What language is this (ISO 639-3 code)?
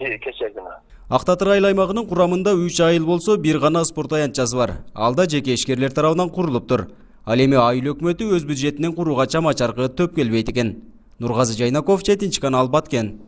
kir